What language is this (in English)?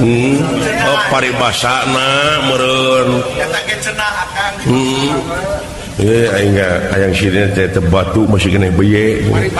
Sundanese